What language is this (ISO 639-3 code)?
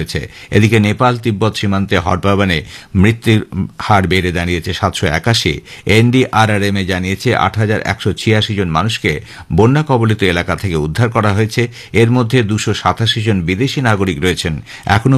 ben